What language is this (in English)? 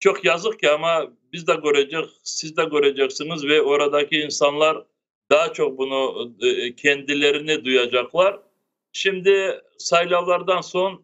Crimean Tatar